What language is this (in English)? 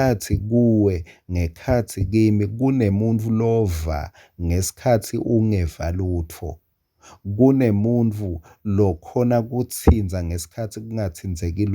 Swati